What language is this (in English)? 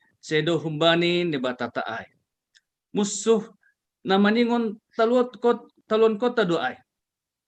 Batak Simalungun